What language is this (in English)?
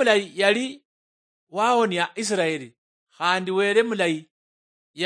Luyia